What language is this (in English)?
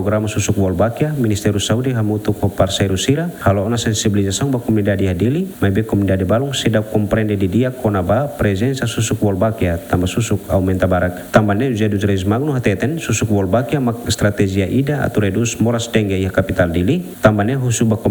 Tetum